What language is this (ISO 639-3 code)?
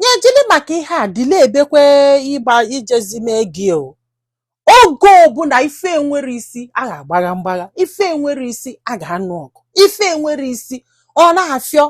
ibo